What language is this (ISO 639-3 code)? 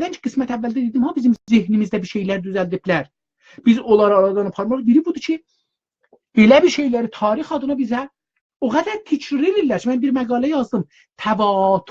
azb